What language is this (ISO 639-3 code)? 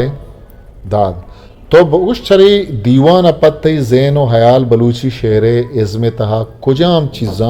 bgp